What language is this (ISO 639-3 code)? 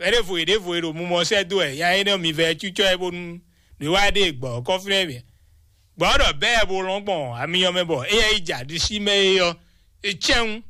fon